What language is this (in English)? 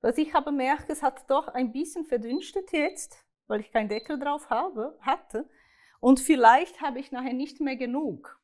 Swiss German